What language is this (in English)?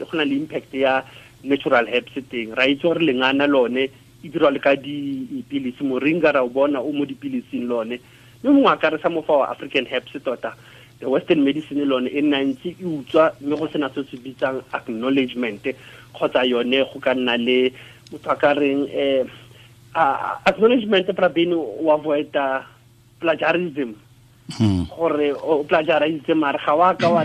Tswana